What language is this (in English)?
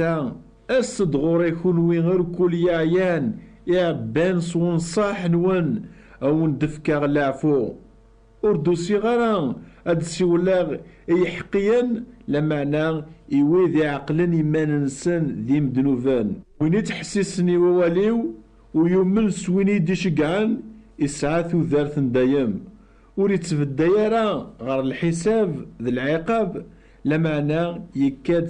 Kabyle